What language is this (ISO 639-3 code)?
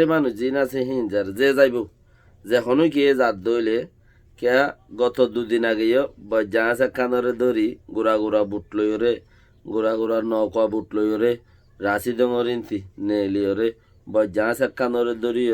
rhg